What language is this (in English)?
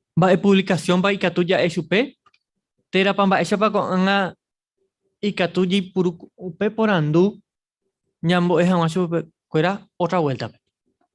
Guarani